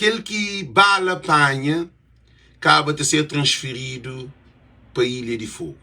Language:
Kabuverdianu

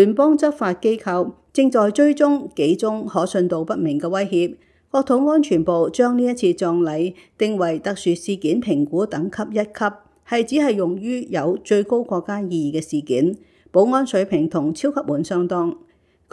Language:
Cantonese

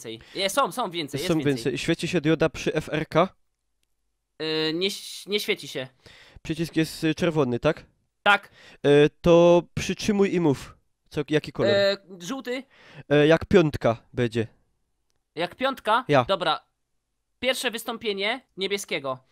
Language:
Polish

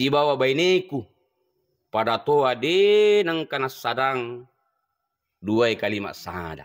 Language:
Buginese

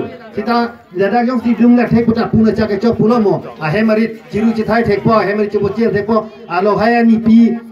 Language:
Karbi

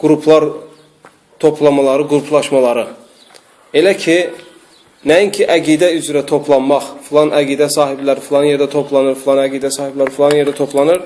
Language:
Azerbaijani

